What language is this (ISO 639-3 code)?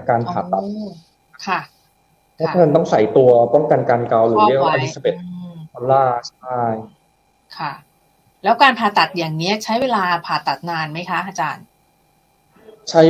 tha